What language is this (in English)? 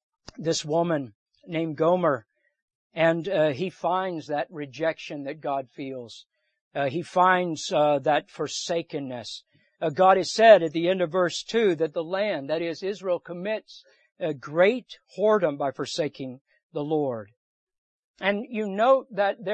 English